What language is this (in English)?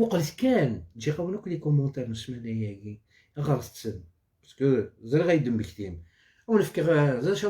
Algerian Arabic